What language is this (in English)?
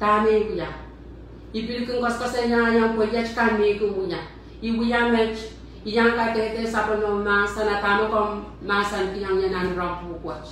Pohnpeian